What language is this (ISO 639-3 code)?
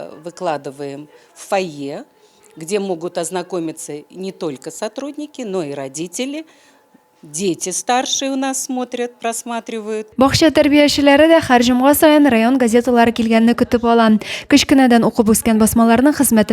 tat